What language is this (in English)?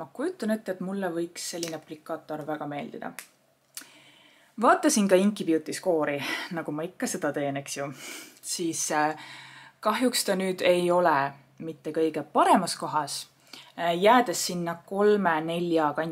Estonian